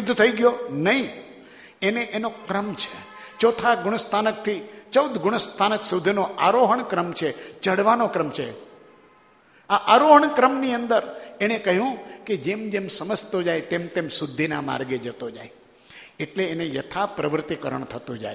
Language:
Gujarati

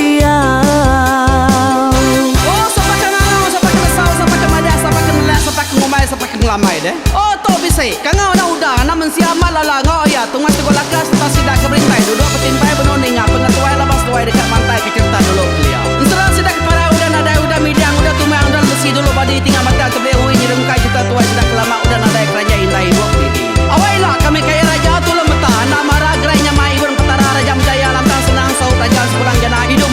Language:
Iban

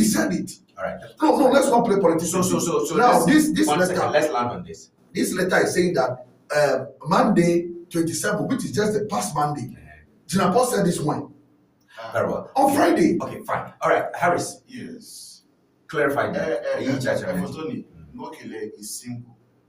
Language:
Ewe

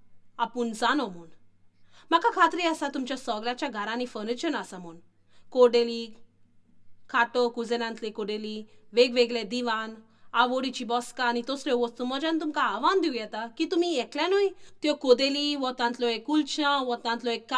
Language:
Konkani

